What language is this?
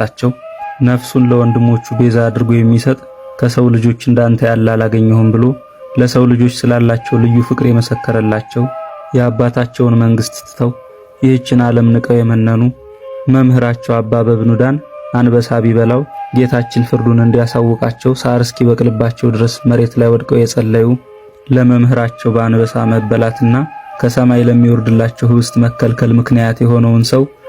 Amharic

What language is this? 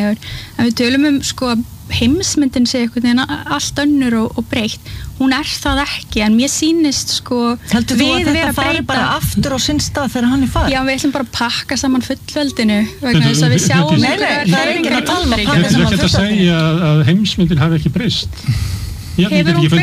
Icelandic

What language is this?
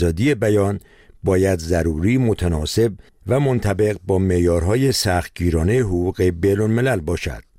Persian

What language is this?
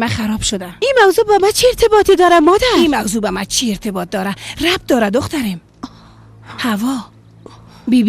Persian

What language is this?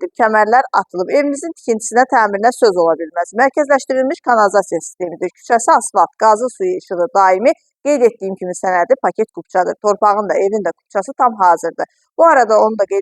Azerbaijani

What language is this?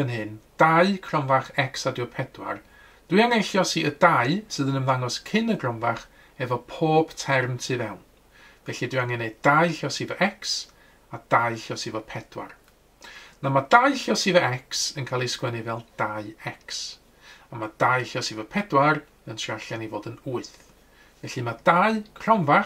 Welsh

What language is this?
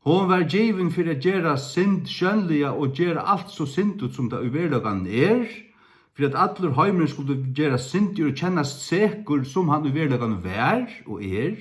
Faroese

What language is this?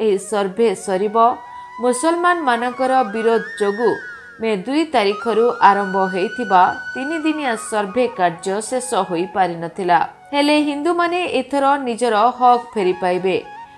Odia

